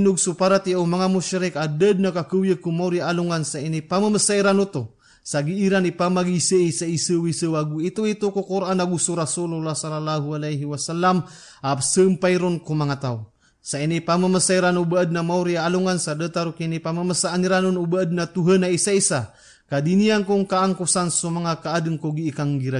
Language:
Maranao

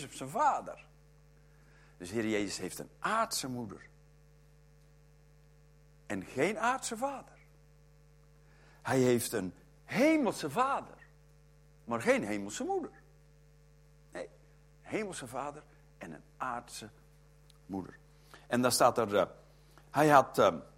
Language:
Dutch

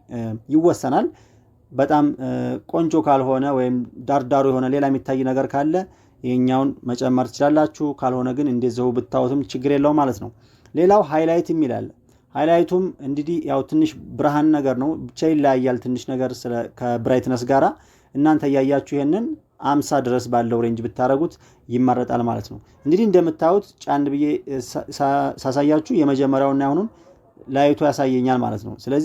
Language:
Amharic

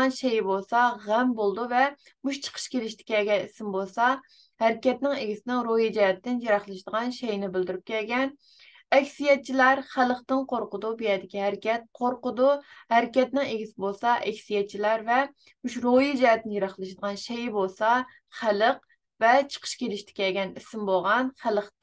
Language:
Uyghur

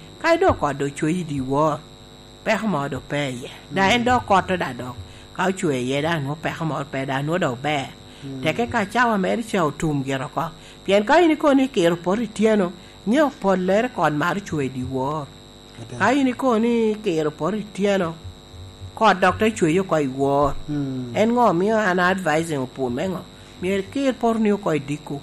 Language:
Lango (Uganda)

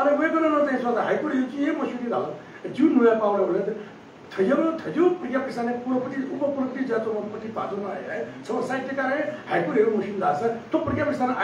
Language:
Newari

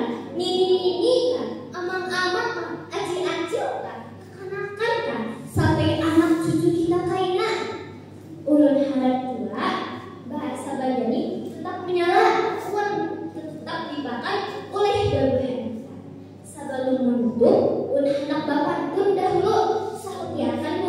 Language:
Banjar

